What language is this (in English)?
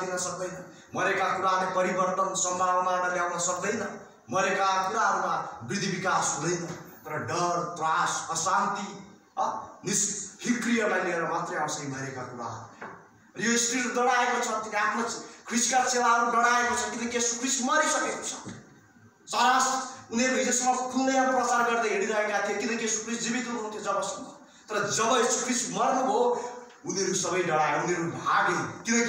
Nepali